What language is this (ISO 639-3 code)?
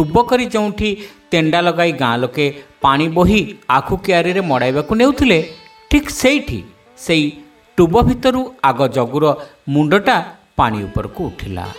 ori